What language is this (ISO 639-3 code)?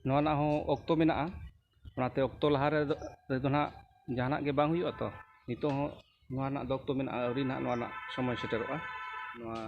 sat